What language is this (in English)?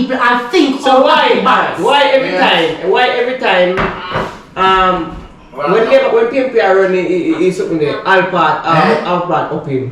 Jamaican Creole English